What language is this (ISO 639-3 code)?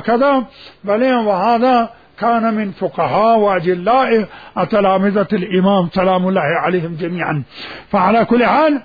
acm